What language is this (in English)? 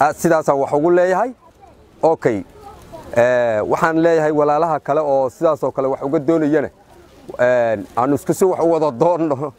Somali